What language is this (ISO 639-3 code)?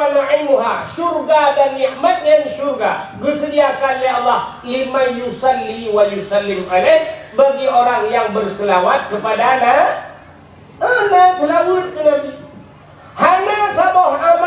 ace